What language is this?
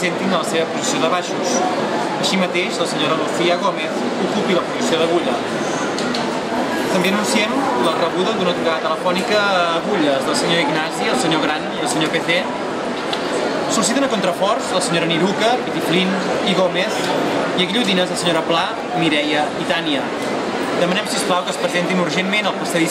Catalan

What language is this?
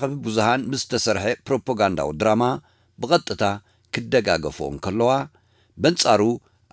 Tigrinya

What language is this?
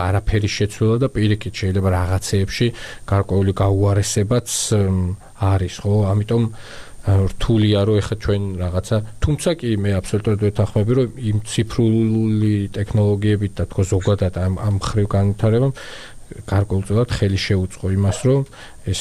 Georgian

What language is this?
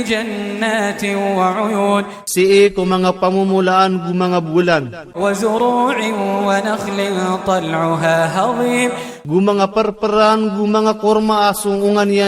Iranun (Philippines)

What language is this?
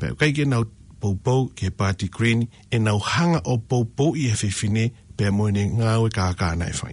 Tongan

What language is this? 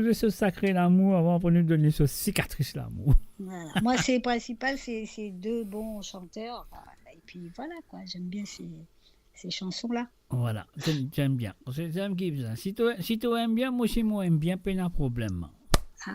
Morisyen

